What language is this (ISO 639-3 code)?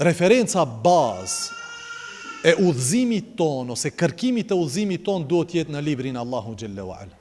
sqi